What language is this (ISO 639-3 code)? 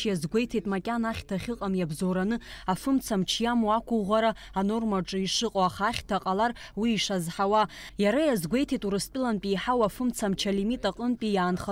abk